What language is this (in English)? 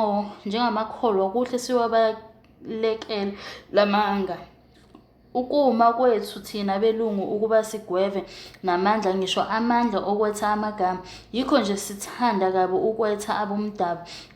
Zulu